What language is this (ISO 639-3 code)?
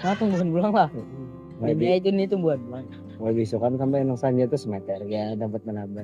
bjn